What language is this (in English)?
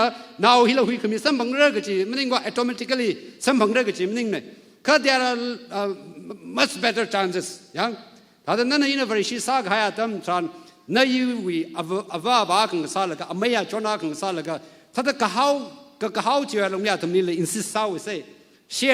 Tangkhul Naga (India)